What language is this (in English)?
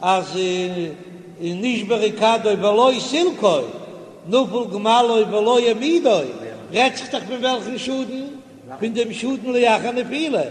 Yiddish